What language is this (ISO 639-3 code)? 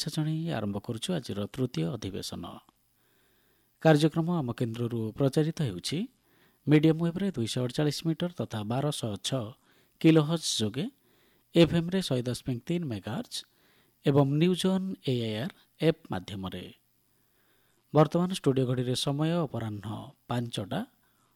ori